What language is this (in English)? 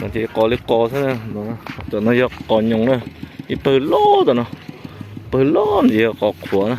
Hmong